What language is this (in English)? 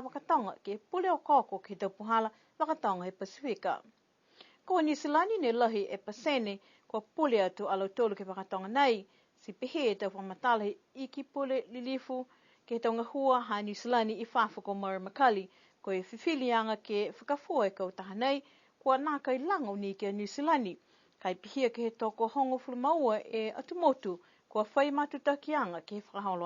Niuean